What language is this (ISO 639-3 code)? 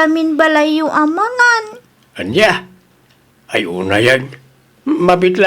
ilo